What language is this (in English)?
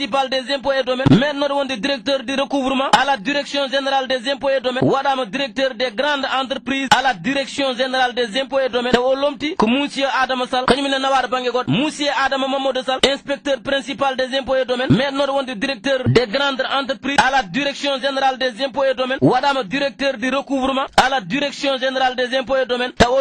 Fula